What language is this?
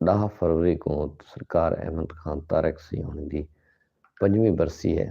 Saraiki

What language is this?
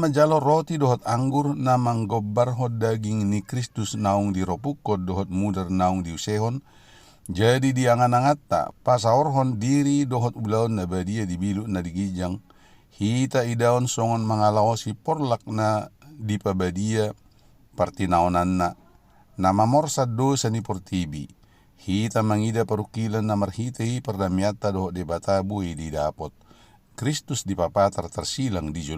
Batak Toba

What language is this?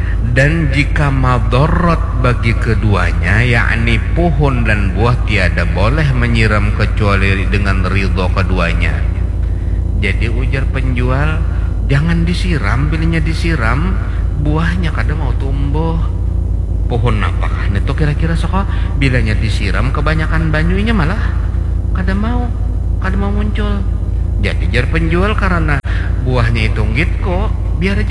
Banjar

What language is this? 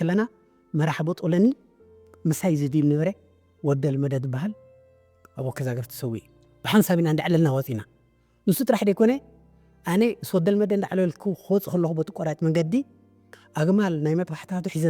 Tigrinya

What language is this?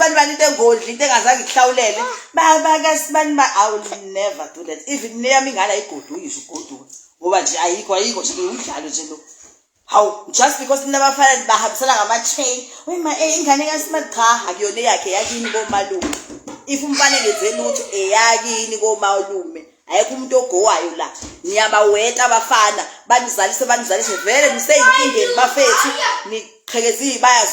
Zulu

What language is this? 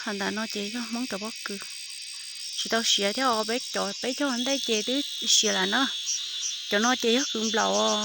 Hmong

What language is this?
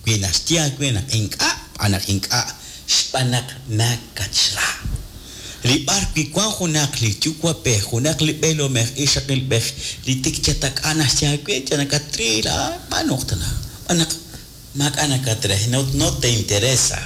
Kekchí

